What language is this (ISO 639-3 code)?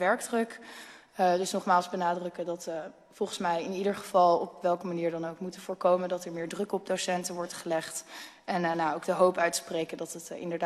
nld